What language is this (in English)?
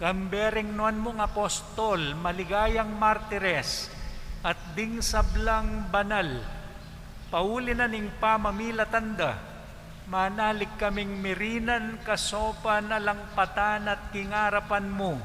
Pampanga